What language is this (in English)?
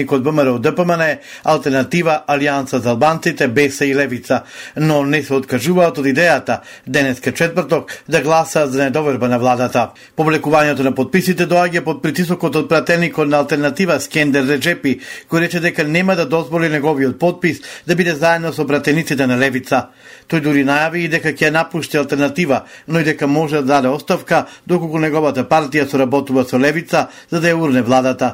Macedonian